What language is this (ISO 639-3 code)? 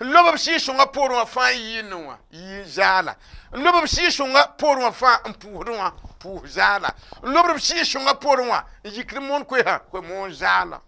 mos